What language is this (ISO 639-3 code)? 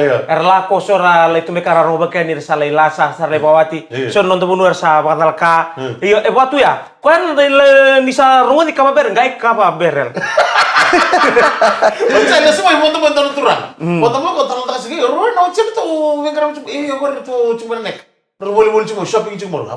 fij